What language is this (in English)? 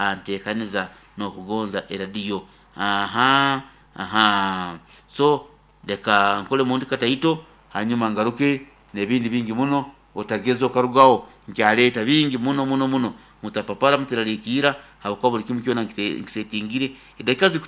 Nyoro